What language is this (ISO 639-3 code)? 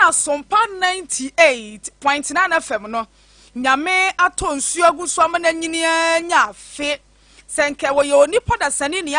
aka